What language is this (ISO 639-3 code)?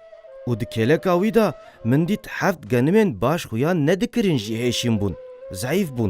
kur